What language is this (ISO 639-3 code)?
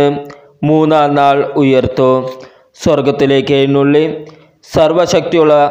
mal